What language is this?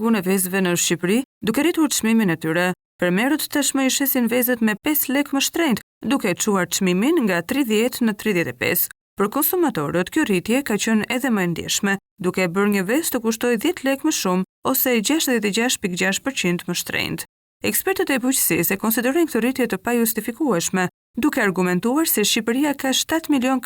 Albanian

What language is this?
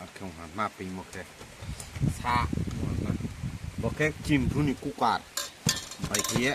Riang (India)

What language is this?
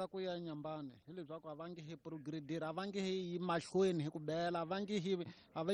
Tsonga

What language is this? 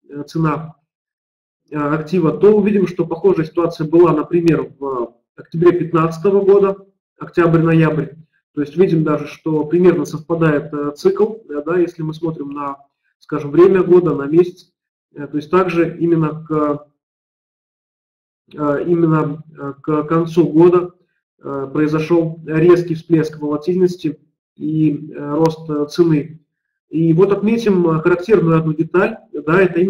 Russian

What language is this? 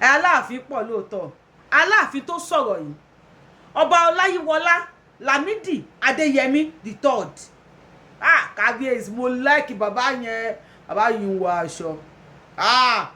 Yoruba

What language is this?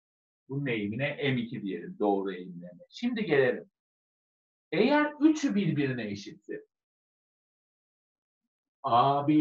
Turkish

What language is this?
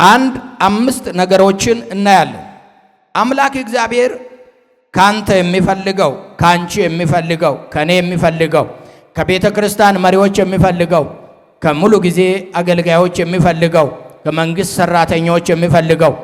Amharic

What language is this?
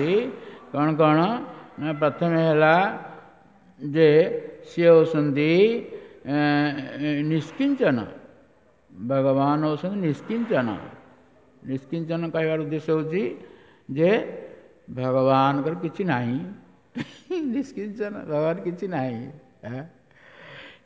Odia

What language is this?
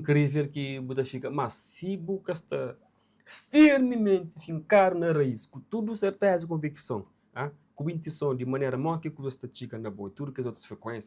Kabuverdianu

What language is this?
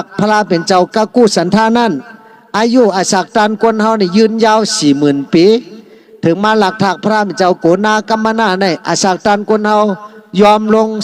Shan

